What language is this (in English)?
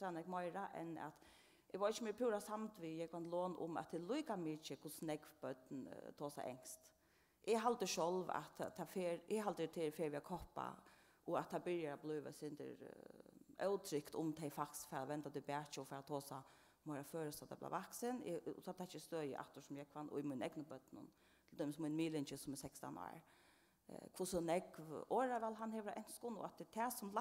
Faroese